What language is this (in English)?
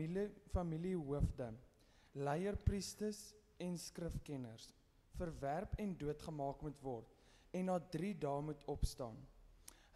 Afrikaans